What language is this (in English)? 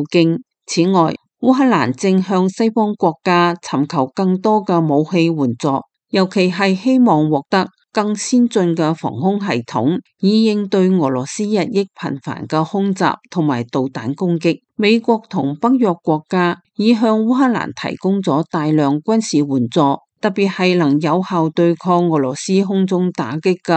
Cantonese